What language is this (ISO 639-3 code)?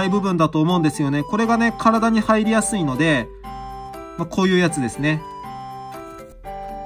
jpn